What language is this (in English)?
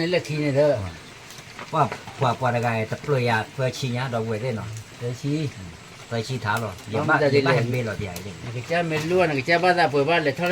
S'gaw Karen